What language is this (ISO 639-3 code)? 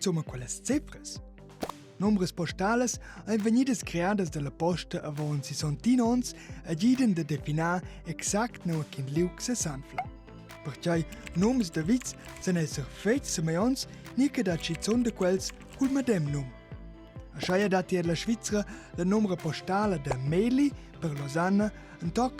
roh